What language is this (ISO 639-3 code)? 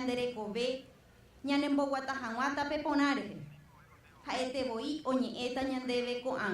grn